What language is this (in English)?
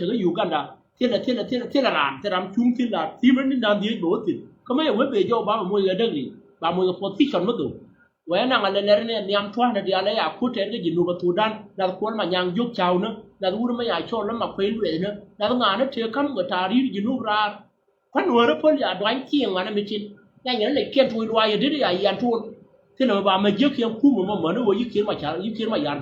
Nuer